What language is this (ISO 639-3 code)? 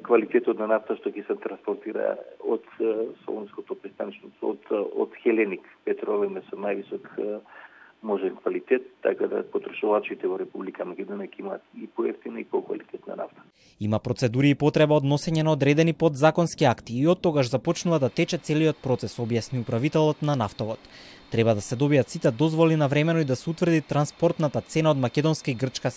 mkd